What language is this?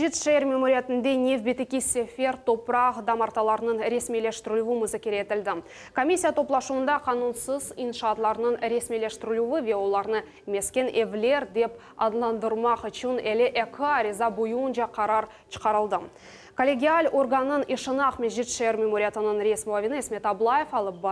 Crimean Tatar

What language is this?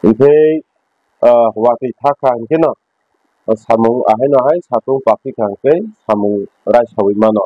Kok Borok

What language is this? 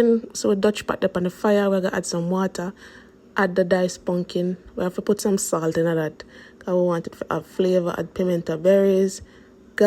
Jamaican Creole English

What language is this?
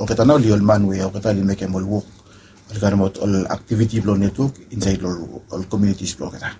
Bislama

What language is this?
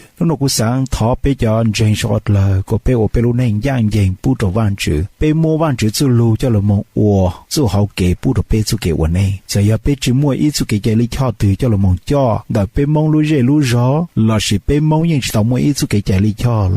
Hmong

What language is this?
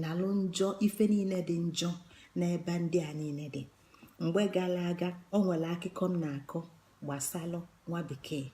Igbo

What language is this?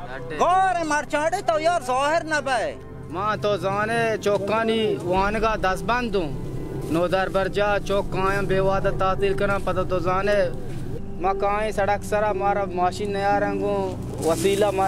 Baluchi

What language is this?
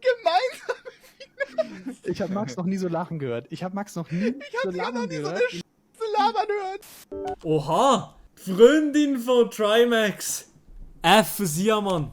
Swiss German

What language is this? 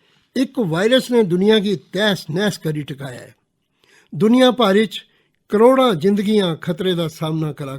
Dogri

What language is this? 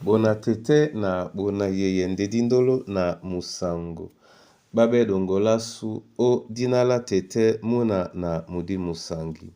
Duala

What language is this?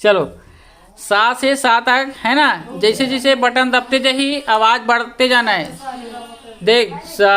Chhattisgarhi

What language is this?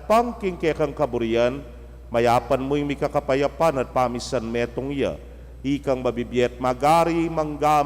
Pampanga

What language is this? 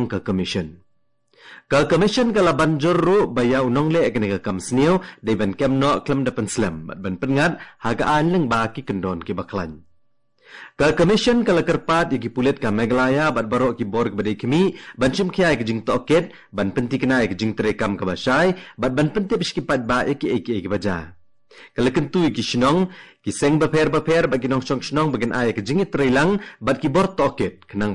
Khasi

